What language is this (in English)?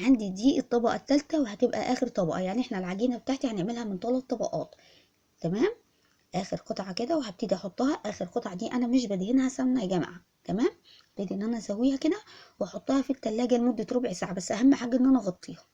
Egyptian Arabic